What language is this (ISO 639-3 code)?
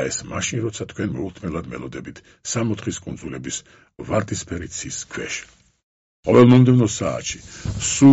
kat